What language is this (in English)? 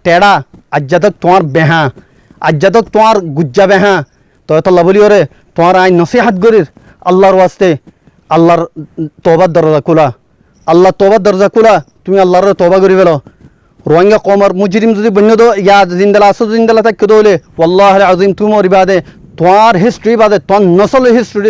Rohingya